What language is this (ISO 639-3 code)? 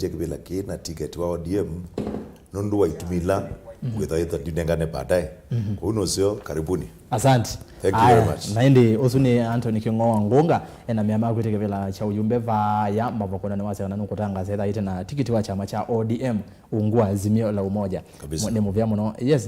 kam